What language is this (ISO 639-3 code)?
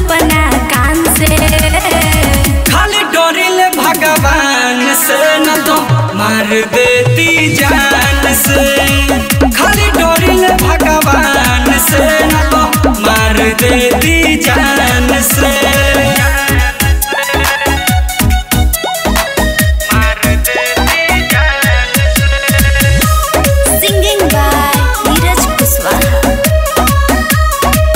bho